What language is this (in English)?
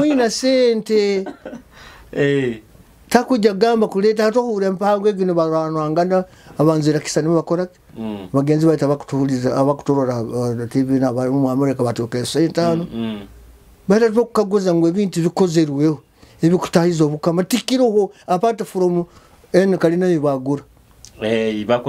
Nyoro